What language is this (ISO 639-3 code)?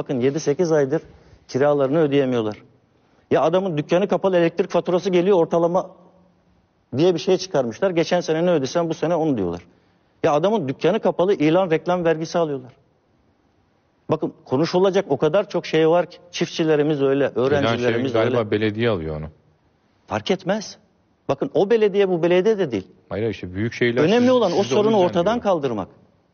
tur